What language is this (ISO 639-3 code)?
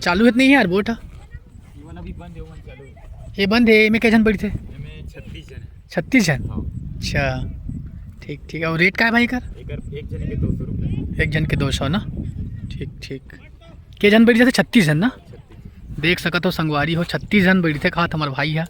hne